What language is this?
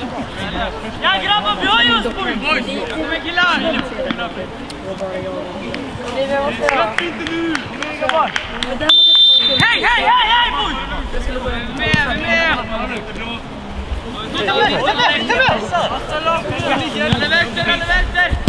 Swedish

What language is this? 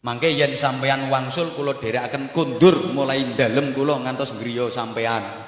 Javanese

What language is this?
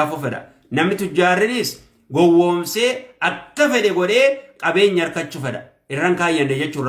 Oromo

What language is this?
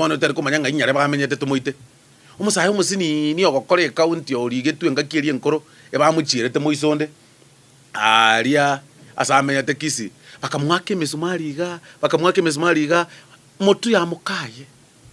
Gusii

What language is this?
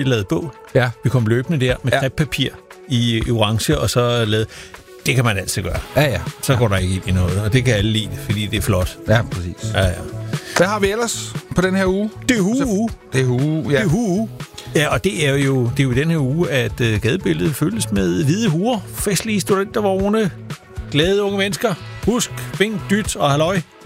Danish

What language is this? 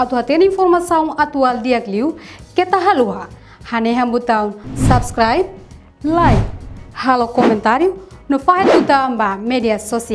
Tetum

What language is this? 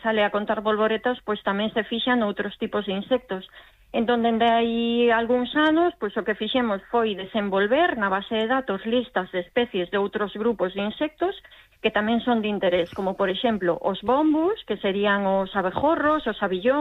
Galician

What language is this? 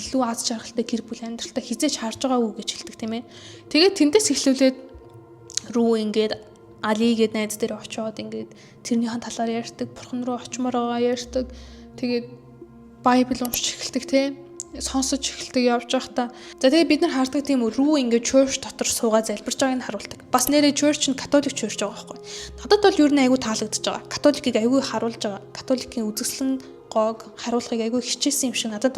Mongolian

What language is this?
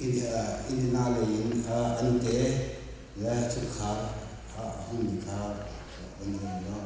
Hakha Chin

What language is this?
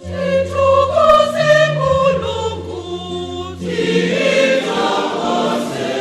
Nyanja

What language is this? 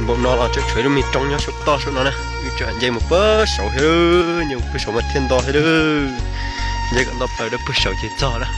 Hmong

